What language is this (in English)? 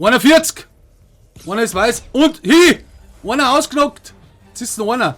Bavarian